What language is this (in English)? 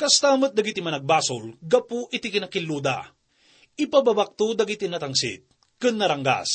Iloko